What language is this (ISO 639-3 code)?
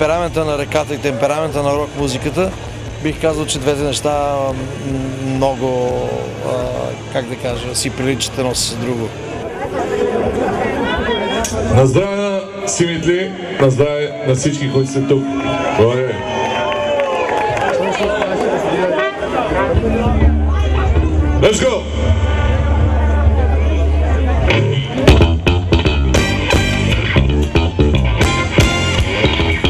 bul